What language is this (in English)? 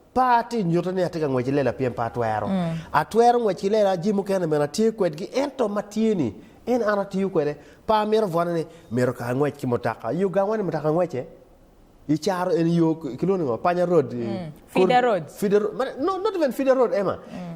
Acoli